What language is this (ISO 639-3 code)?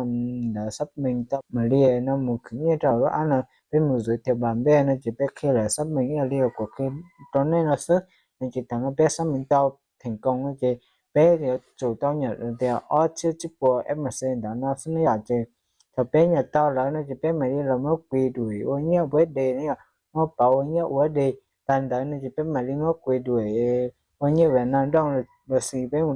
hmn